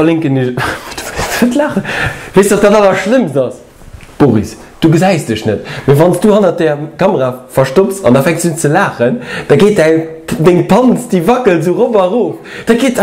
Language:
Luxembourgish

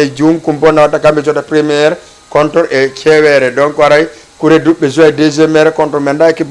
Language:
Fula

